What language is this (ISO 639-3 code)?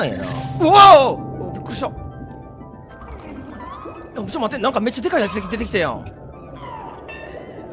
jpn